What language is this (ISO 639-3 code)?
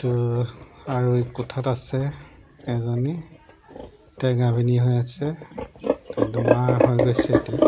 asm